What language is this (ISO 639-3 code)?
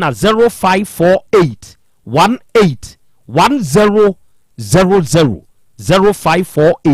aka